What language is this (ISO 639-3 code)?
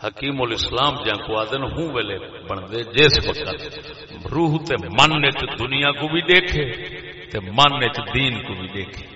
skr